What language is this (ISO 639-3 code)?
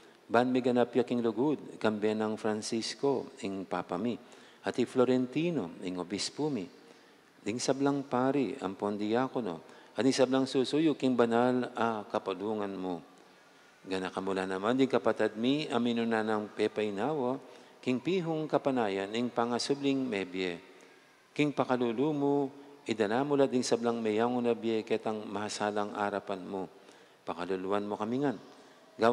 pam